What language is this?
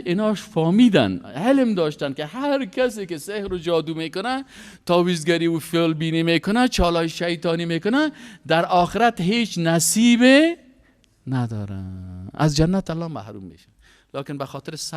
Persian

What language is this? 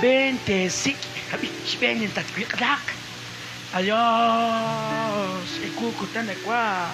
Kekchí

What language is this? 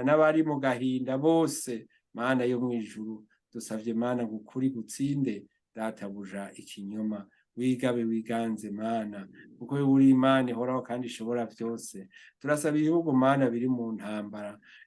Rundi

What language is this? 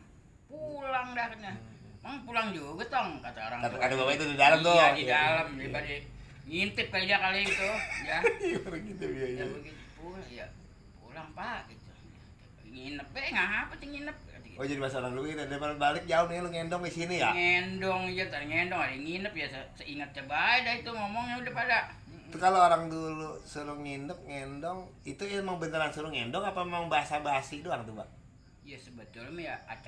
Betawi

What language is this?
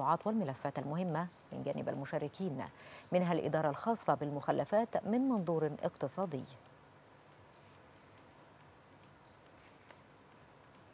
Arabic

